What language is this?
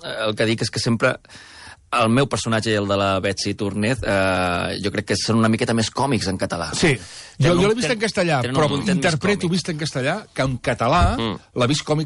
Catalan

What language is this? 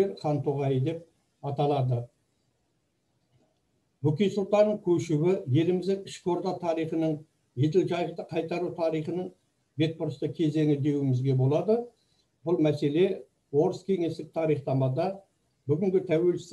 Kazakh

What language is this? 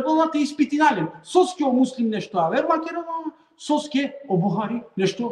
Balkan Romani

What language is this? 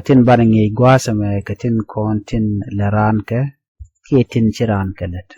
Nuer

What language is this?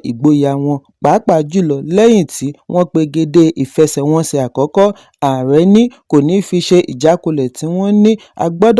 Yoruba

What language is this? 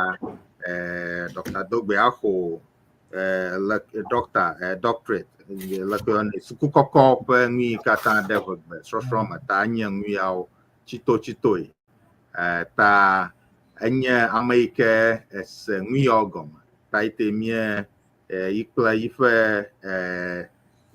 Ewe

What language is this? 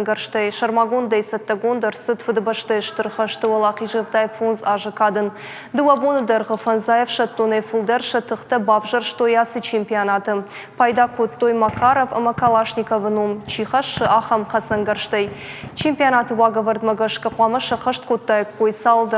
Ossetic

